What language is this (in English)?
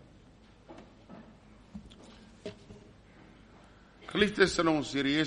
Afrikaans